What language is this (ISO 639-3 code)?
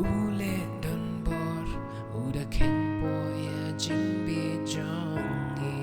kha